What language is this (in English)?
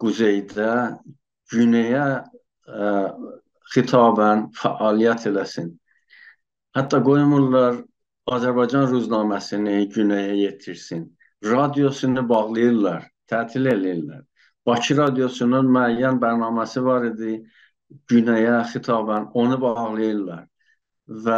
South Azerbaijani